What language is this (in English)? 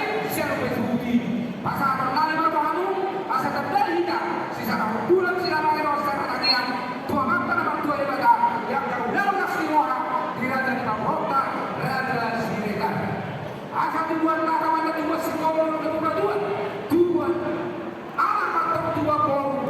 Batak Toba